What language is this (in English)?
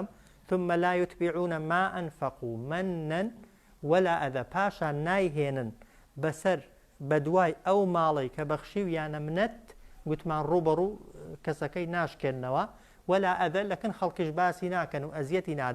Central Kurdish